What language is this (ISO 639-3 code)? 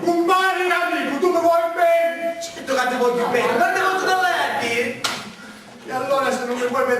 scn